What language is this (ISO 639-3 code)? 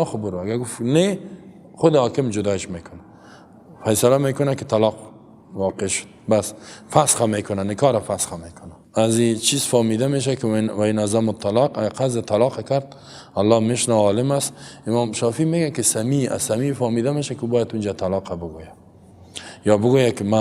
fas